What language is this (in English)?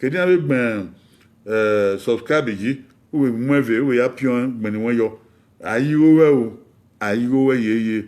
Bini